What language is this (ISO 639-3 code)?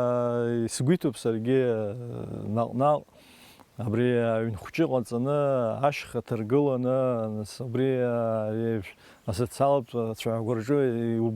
abk